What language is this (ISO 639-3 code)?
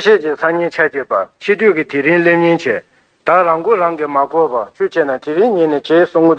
bod